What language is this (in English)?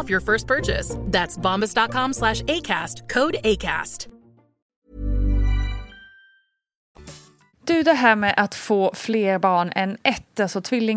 Swedish